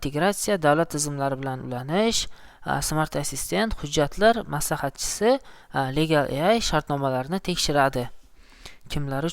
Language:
Uzbek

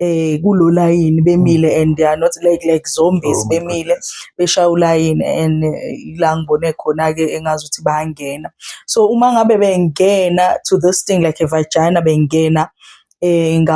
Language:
Zulu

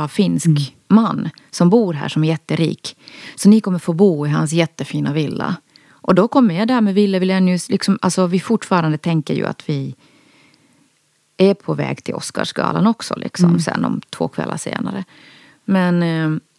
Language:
Swedish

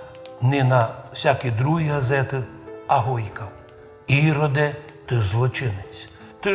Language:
Rusyn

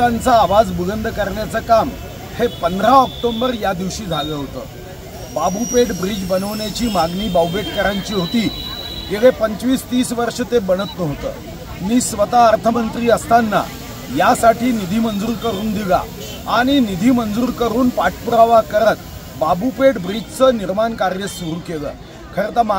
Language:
Marathi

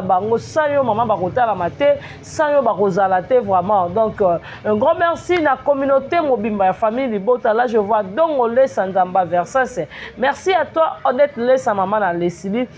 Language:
Lingala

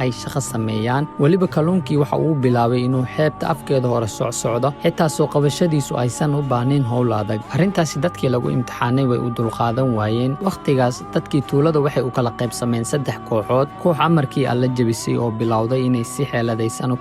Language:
Somali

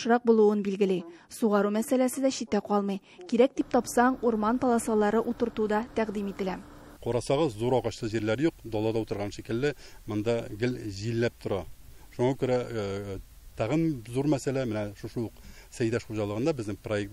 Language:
Tatar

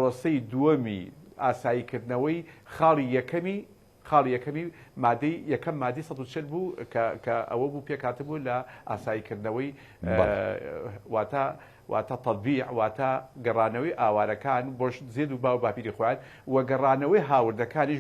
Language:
Central Kurdish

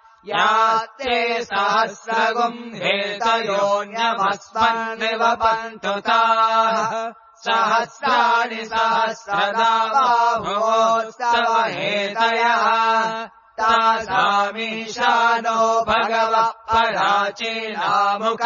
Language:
Sanskrit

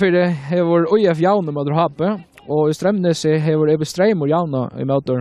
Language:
Faroese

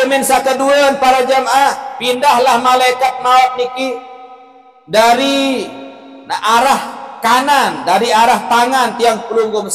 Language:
Sasak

